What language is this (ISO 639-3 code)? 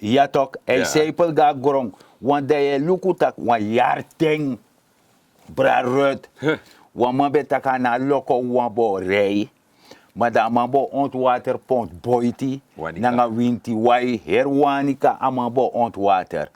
srn